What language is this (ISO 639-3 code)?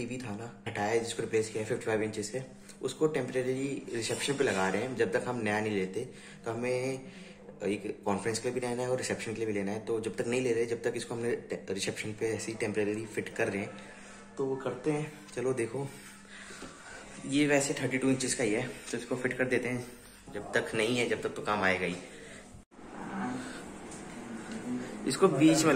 hin